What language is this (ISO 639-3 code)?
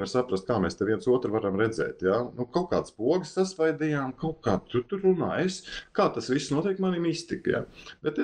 lav